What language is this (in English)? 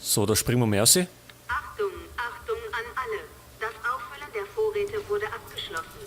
Bavarian